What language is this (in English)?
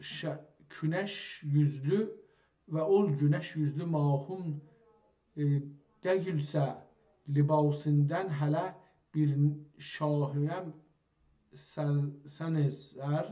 South Azerbaijani